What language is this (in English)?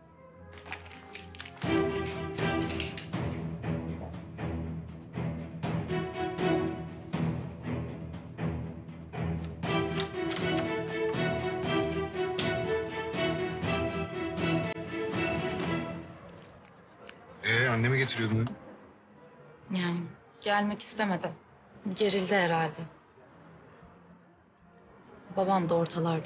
Turkish